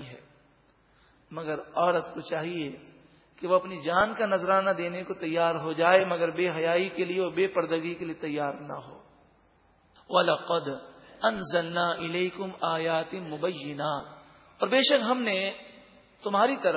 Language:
Urdu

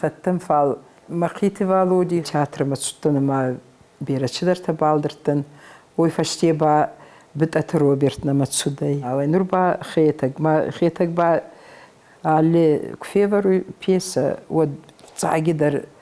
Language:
Ossetic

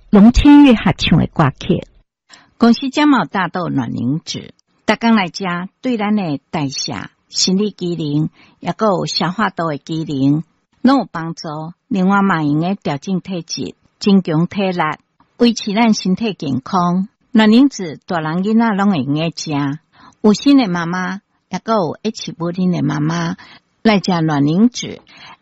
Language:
Min Nan Chinese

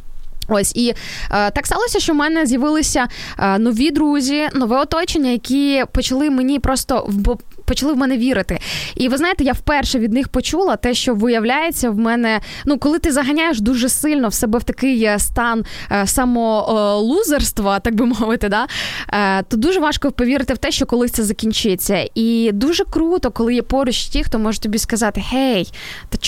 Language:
Ukrainian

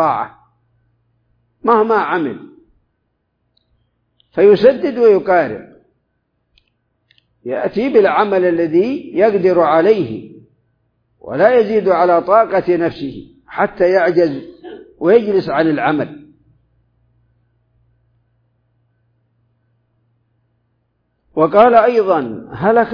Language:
Arabic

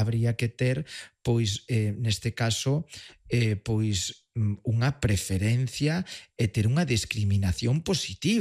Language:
Galician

